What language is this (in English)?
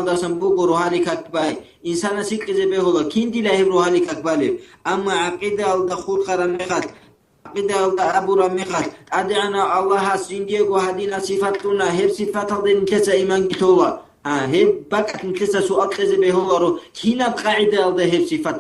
Avaric